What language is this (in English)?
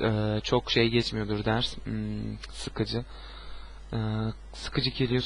Turkish